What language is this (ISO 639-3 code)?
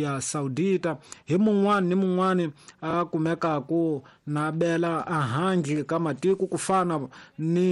tso